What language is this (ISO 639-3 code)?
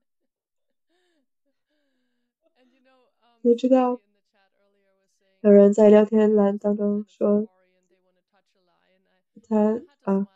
zho